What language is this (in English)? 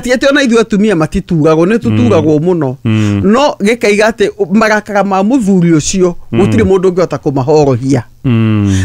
Kikuyu